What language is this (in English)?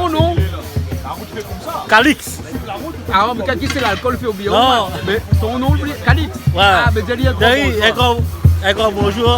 Réunion Creole French